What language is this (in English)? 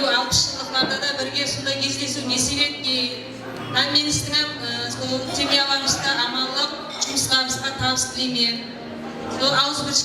Kara-Kalpak